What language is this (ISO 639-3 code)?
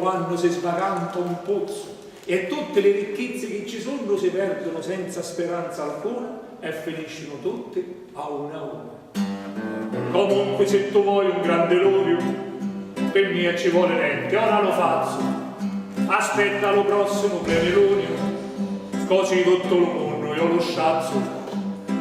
scn